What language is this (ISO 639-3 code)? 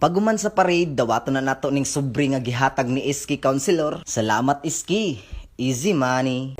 ceb